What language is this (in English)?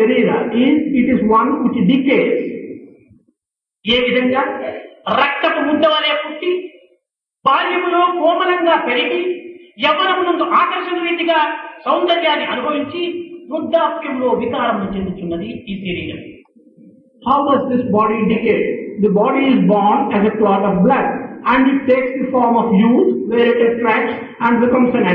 Telugu